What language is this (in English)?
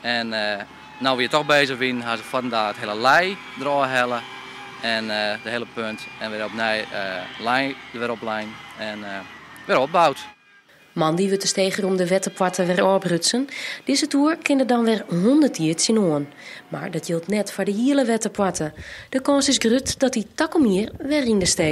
Western Frisian